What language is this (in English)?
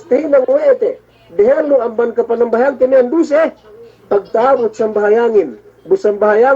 Yakan